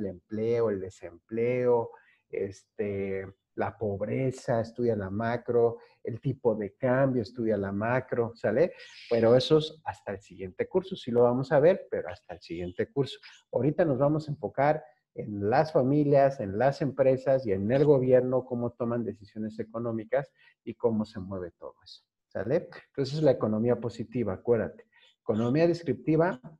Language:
Spanish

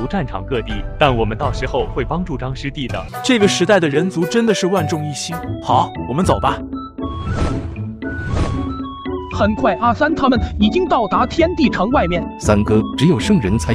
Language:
Chinese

